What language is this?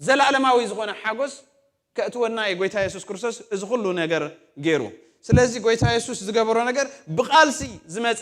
Tigrinya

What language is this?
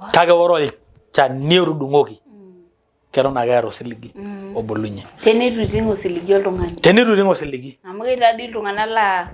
Masai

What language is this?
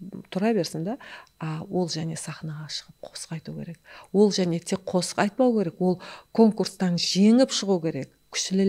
Kara-Kalpak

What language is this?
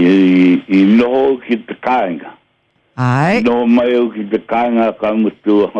Māori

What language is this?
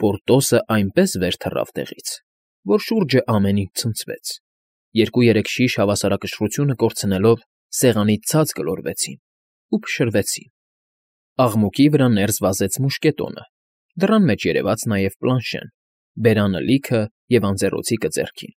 Armenian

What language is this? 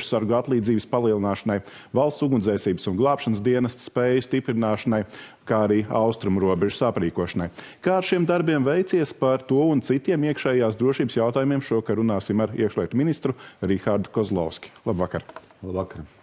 Latvian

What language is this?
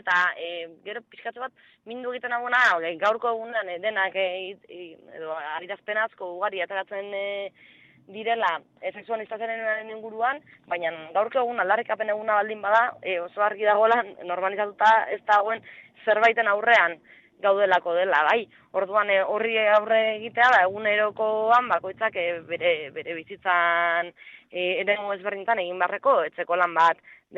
Basque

